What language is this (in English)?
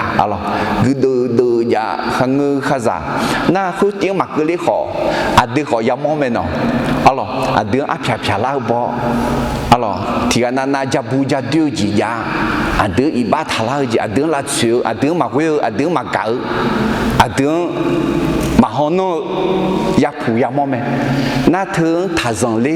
Akha